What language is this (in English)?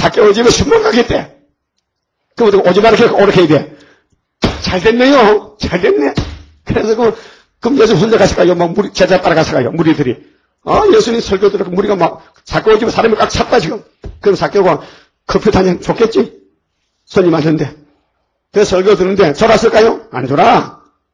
Korean